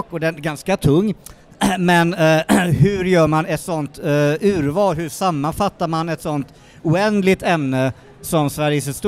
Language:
Swedish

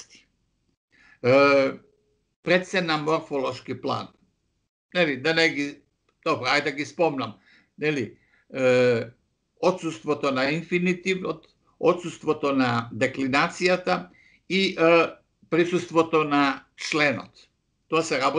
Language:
Macedonian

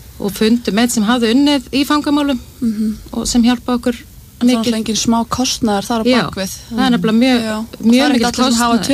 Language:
Icelandic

